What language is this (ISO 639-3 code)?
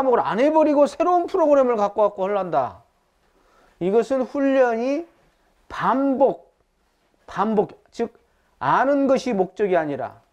kor